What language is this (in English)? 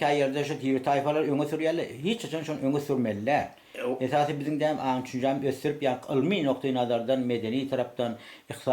Turkmen